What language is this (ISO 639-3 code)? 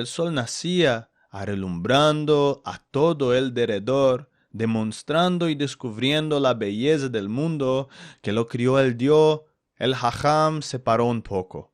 lad